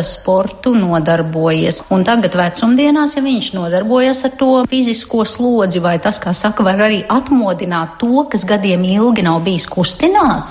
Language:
Latvian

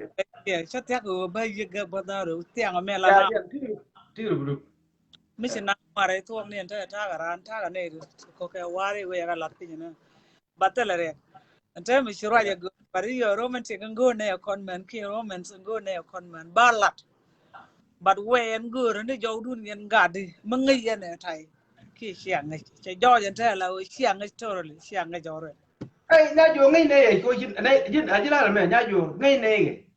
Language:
Nuer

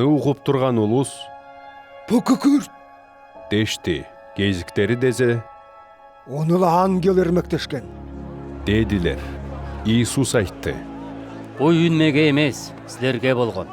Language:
Southern Altai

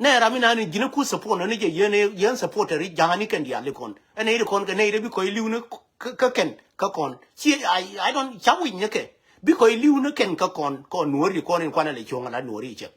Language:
Nuer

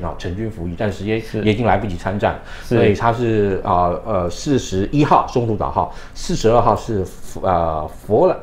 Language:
Chinese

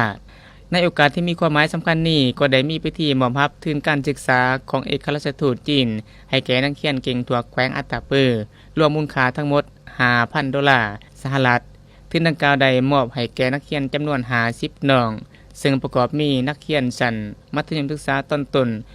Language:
Lao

